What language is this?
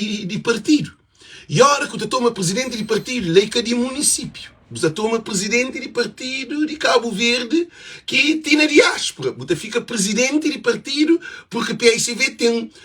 Kabuverdianu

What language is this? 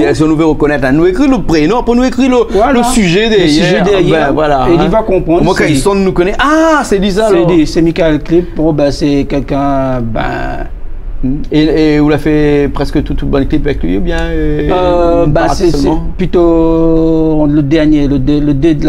Réunion Creole French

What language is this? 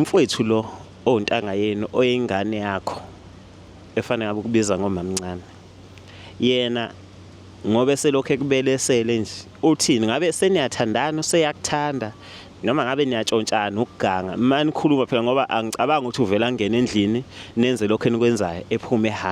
Zulu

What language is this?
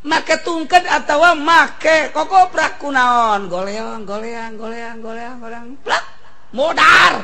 Sundanese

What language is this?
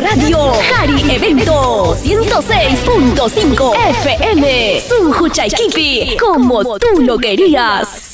Ayacucho Quechua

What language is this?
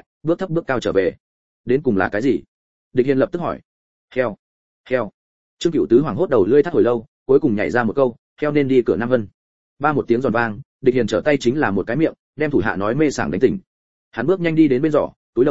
Vietnamese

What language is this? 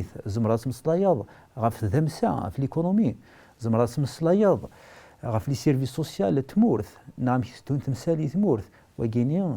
Kabyle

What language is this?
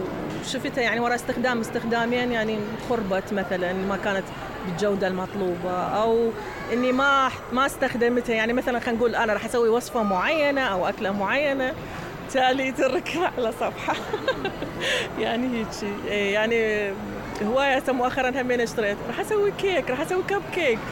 Mesopotamian Arabic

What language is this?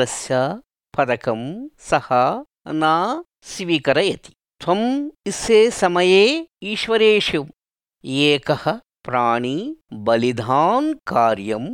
Sanskrit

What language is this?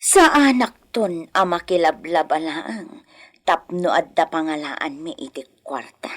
Iloko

